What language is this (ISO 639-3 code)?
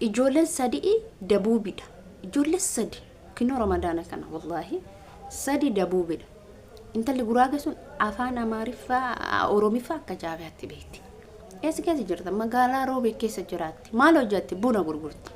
orm